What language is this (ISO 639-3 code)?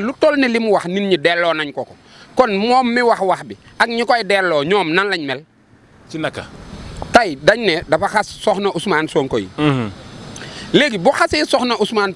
wol